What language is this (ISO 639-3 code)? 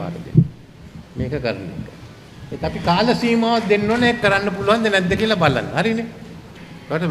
sin